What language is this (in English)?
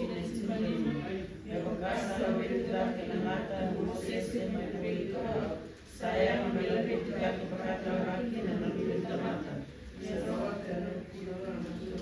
Fijian